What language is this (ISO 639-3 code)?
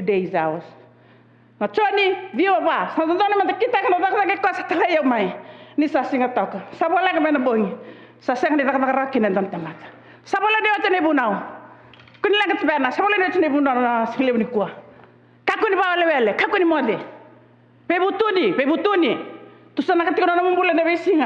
fij